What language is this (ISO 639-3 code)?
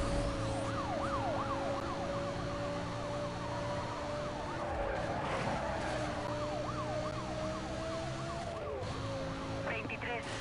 spa